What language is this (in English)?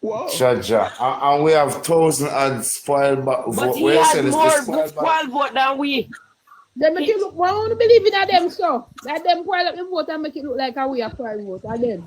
Jamaican Creole English